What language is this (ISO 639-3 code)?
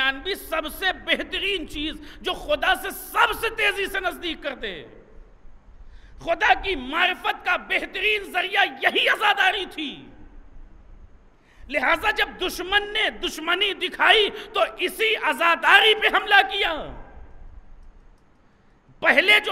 urd